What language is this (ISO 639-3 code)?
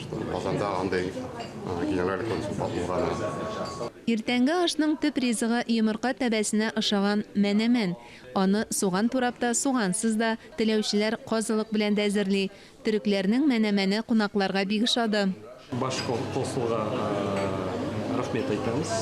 tat